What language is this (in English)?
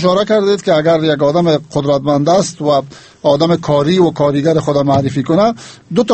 Persian